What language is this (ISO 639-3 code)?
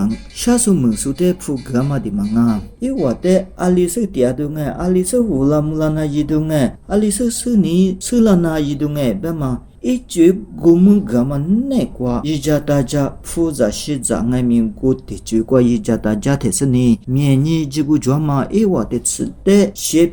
lis